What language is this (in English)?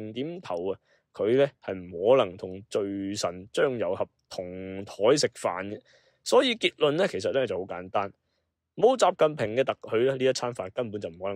Cantonese